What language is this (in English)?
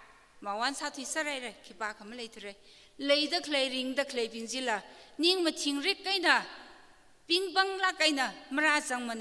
Tangkhul Naga (India)